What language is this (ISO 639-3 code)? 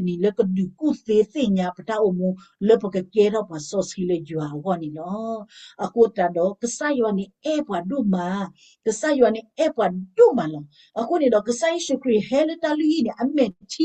ksw